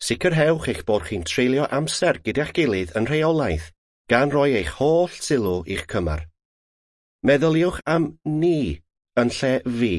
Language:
Welsh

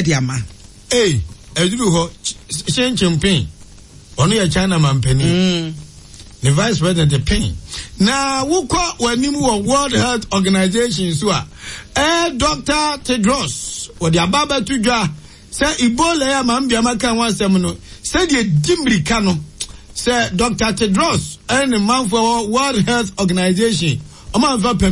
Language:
Akan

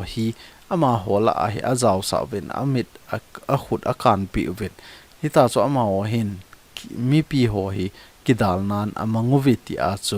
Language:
Thado Chin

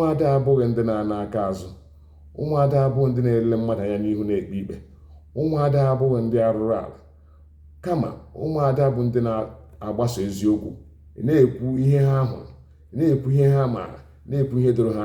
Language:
Igbo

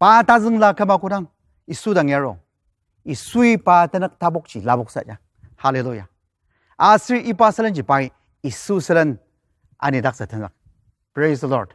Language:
Ao Naga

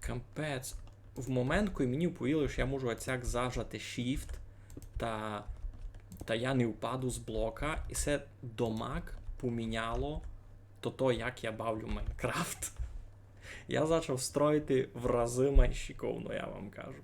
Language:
Rusyn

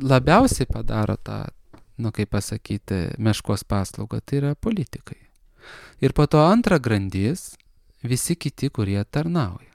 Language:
Lithuanian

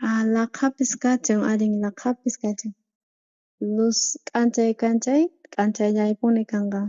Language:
South Bolivian Quechua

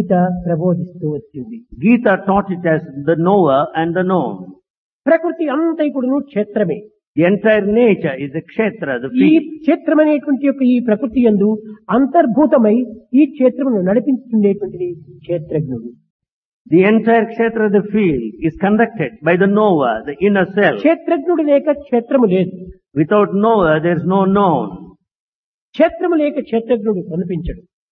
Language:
Telugu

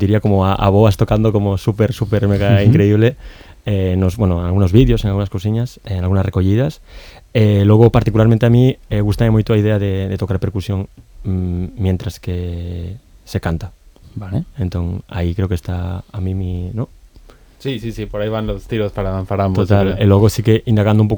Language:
Galician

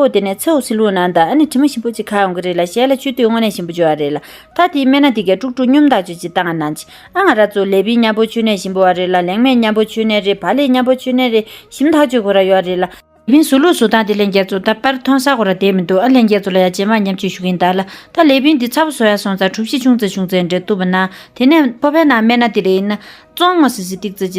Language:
Tibetan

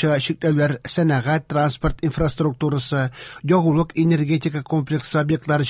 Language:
Tatar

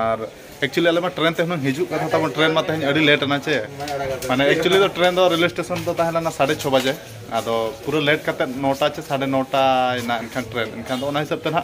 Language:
Santali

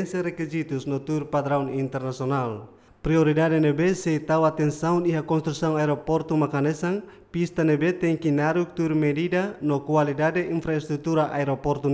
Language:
Tetum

